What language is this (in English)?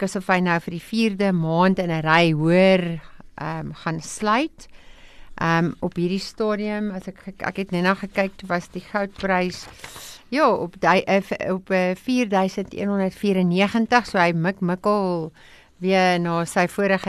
Afrikaans